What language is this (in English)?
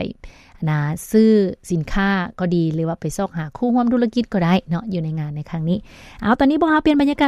Lao